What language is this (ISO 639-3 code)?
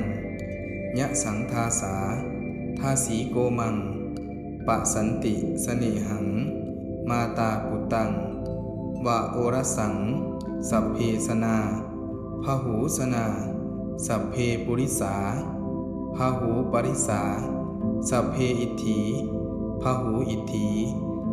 pli